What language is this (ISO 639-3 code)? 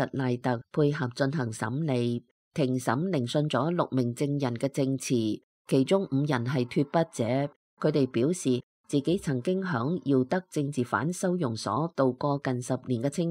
yue